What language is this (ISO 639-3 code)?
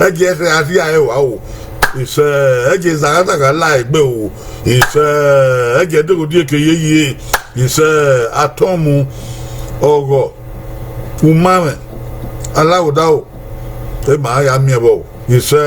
bin